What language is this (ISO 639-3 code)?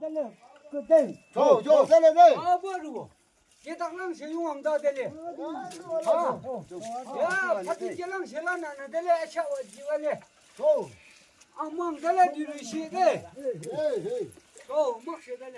yim